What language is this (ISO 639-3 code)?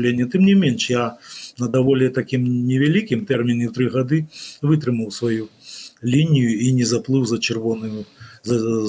bel